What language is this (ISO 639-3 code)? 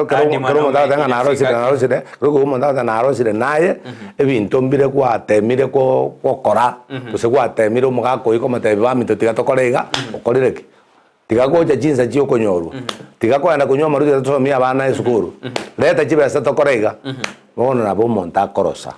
guz